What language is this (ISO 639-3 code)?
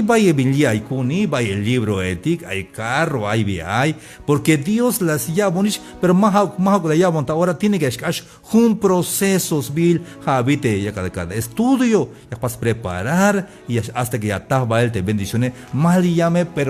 tzh